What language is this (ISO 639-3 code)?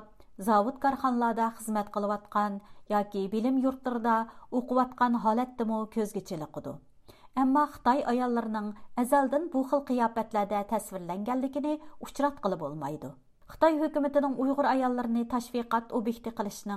uig